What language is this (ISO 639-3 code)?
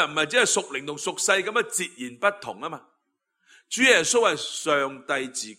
yue